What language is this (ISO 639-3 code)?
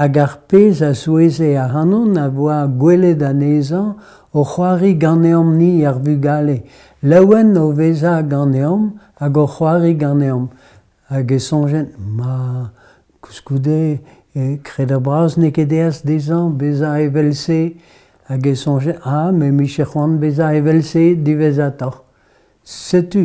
bre